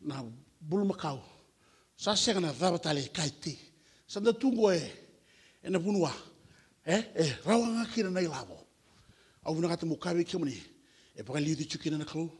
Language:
Fijian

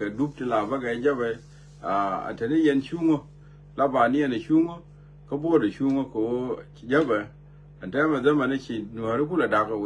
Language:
Nuer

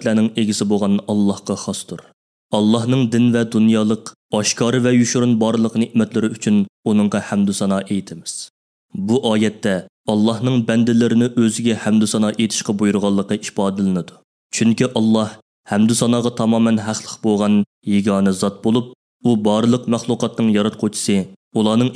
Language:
Uyghur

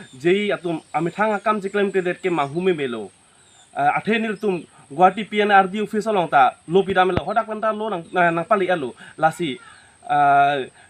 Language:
Karbi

